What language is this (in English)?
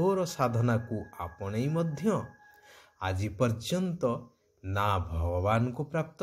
Odia